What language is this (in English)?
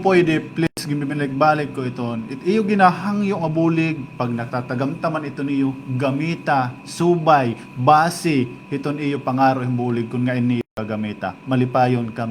Waray